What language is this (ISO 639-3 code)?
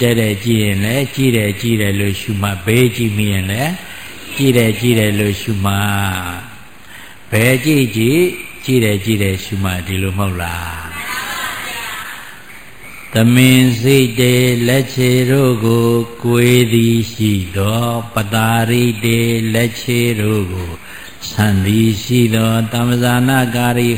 mya